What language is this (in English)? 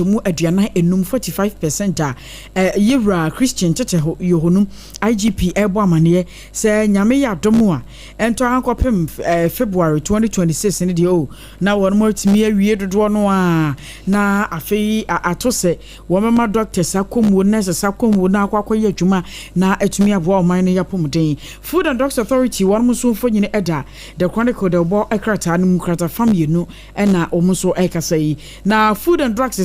Akan